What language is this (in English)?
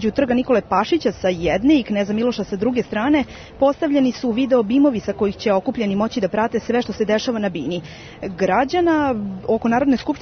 Serbian